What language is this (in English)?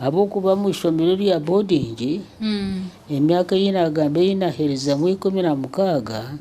Nyankole